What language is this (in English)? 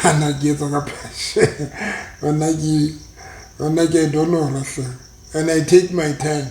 Southern Sotho